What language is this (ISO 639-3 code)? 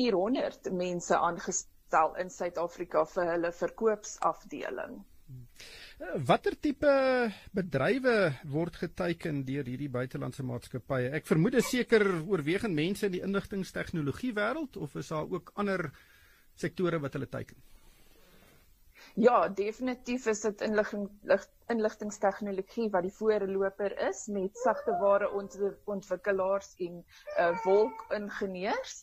afr